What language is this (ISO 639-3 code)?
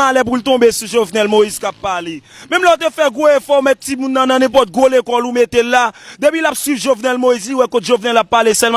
hat